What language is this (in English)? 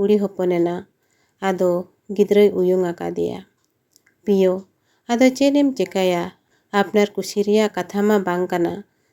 Santali